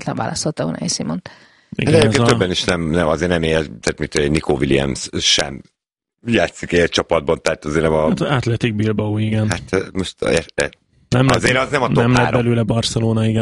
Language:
Hungarian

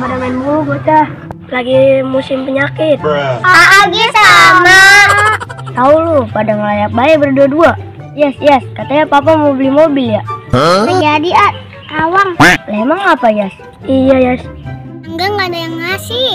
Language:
Betawi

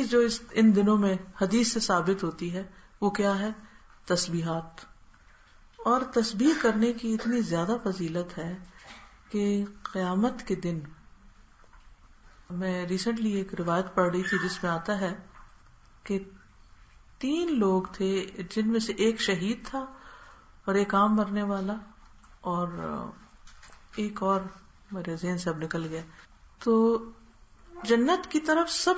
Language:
Urdu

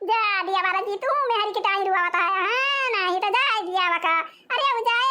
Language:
Awadhi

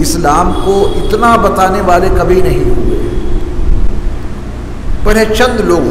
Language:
Urdu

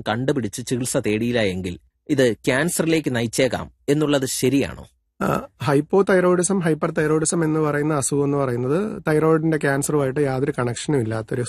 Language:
Malayalam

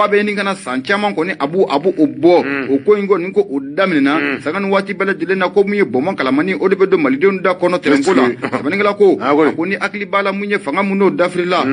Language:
Bambara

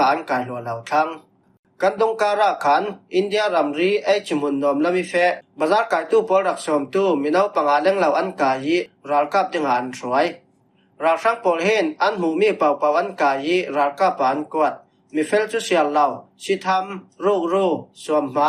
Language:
Falam Chin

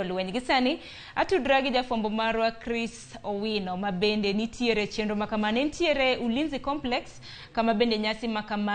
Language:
Luo (Kenya and Tanzania)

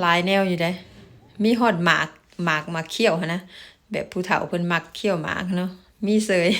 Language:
Lao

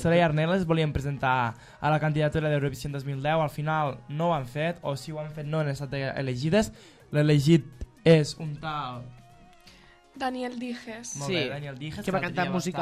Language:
Catalan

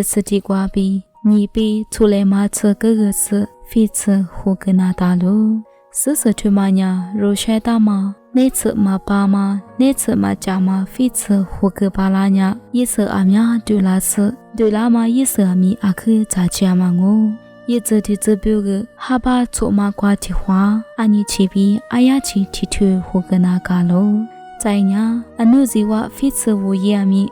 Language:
Lisu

